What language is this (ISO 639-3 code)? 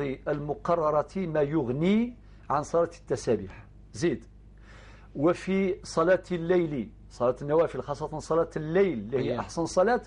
arq